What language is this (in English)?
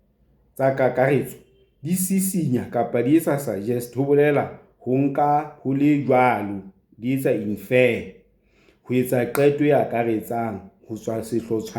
Southern Sotho